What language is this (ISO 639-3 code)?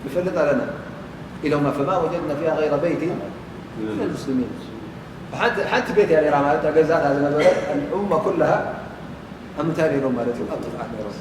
tir